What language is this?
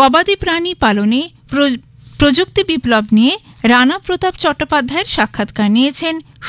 Bangla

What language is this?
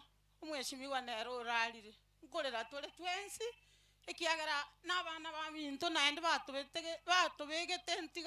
Gusii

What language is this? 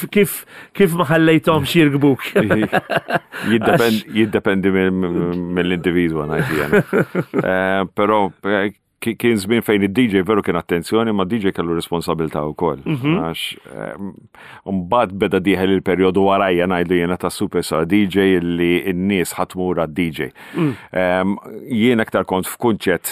Maltese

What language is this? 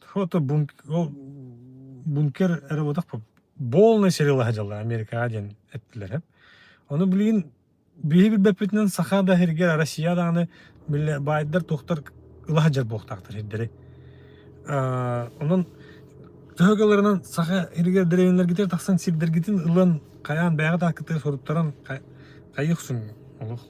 Yakut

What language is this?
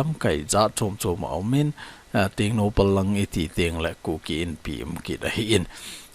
Thado Chin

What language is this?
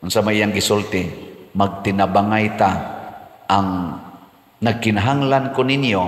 Cebuano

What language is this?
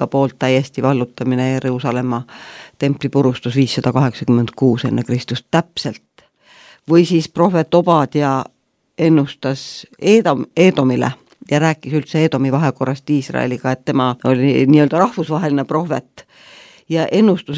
Estonian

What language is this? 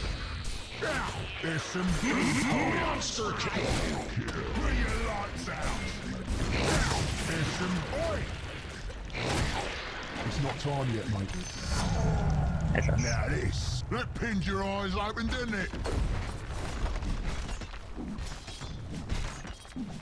Hungarian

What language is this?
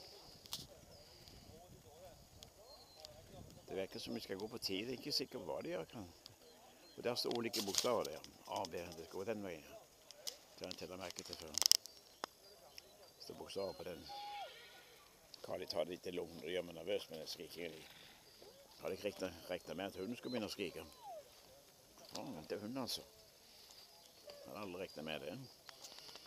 Norwegian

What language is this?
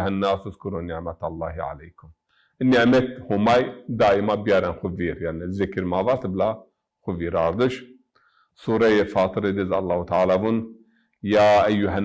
Zaza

